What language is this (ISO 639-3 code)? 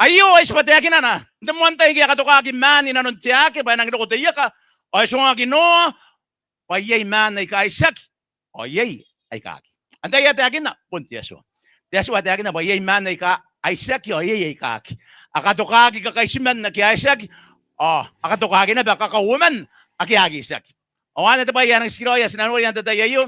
gil